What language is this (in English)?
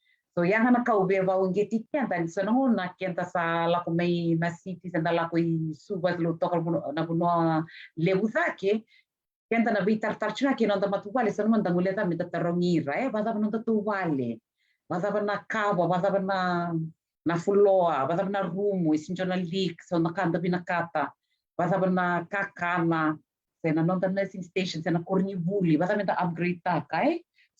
Fijian